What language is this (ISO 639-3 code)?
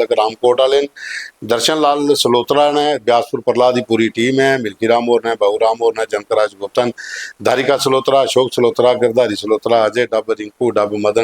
doi